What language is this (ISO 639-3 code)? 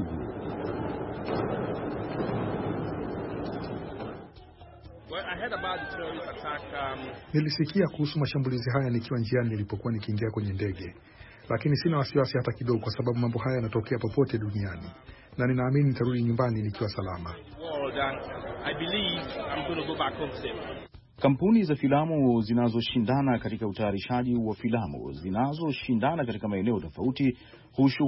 swa